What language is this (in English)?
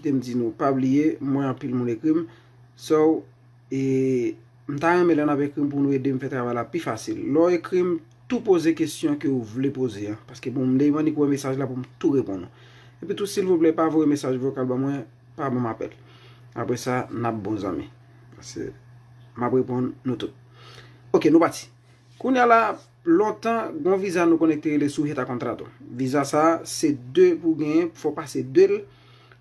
Haitian Creole